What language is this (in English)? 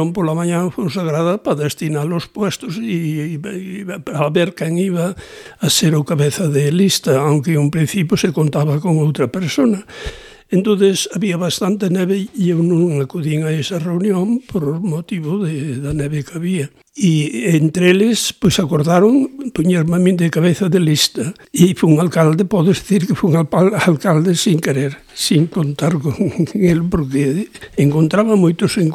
Galician